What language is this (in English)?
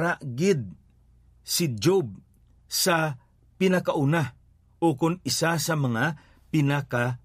Hiligaynon